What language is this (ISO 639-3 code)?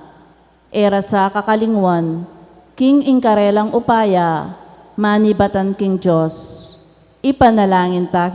pam